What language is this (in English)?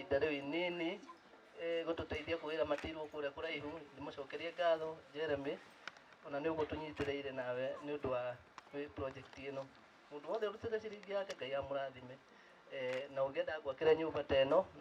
Kikuyu